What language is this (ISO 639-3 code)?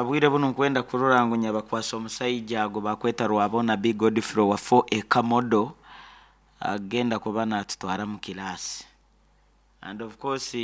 nyn